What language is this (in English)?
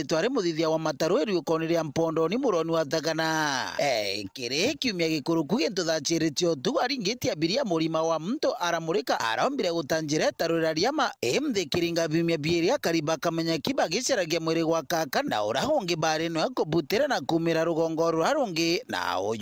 Meru